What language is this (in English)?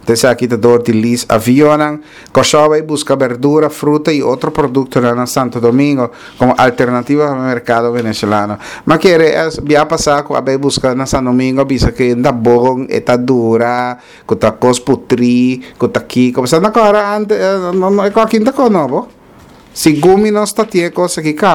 Papiamento